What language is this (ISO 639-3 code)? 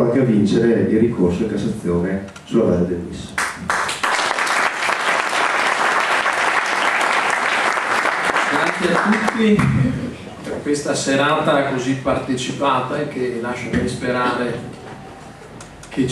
ita